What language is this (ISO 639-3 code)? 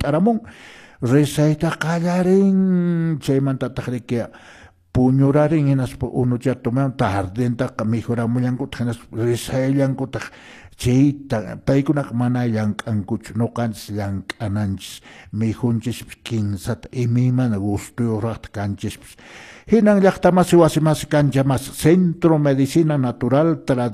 que